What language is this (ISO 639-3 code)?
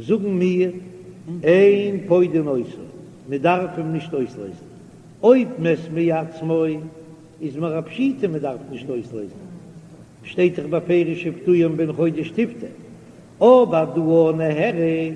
yid